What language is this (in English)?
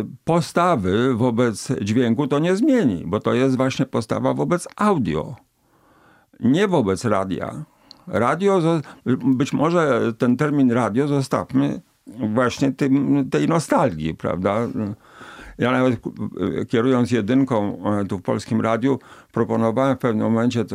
Polish